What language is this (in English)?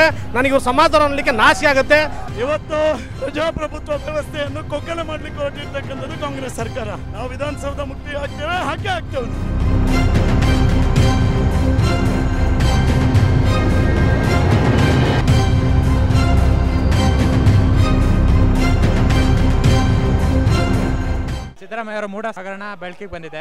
Kannada